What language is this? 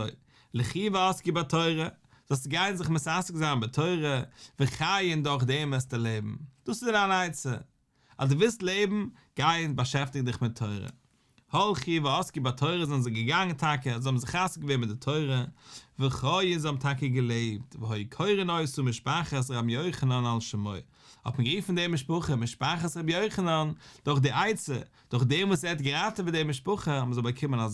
Yiddish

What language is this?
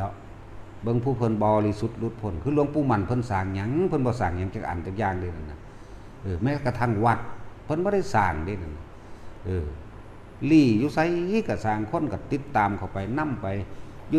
Northeastern Thai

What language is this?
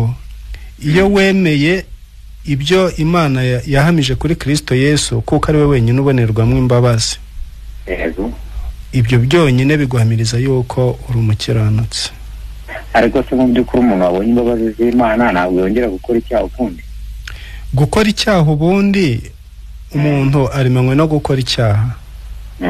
Kinyarwanda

